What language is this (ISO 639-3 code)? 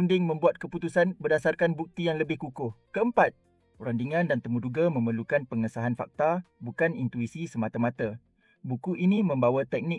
msa